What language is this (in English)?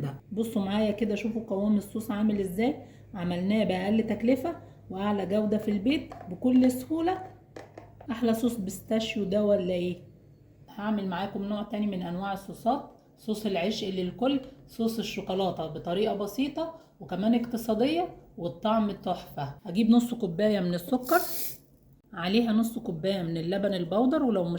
Egyptian Arabic